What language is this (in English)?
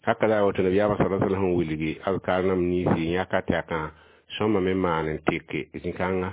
Mossi